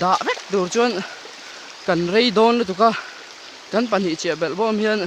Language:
Mizo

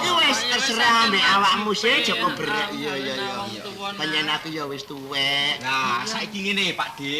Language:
Javanese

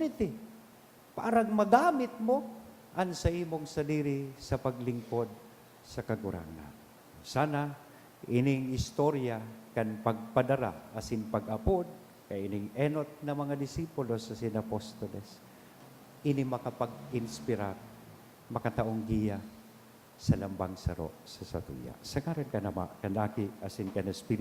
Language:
Bikol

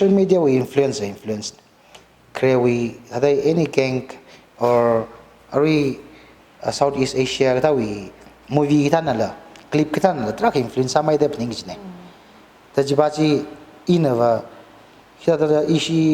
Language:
Tangkhul Naga (India)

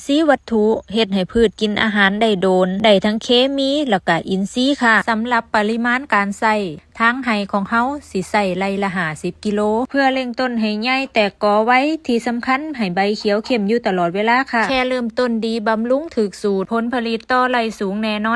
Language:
Lao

